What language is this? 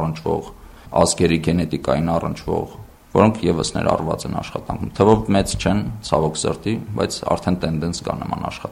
Armenian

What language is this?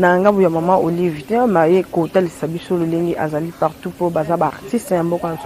Lingala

